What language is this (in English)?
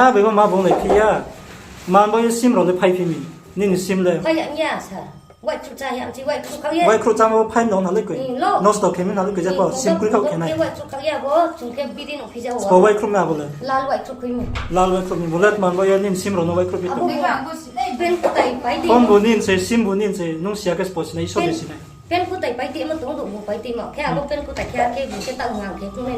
Riang (India)